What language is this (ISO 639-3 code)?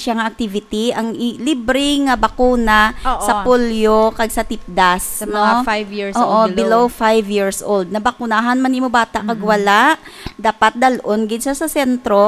hil